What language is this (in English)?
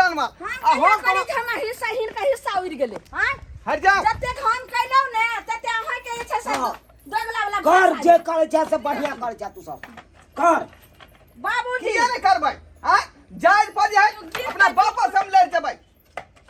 Maithili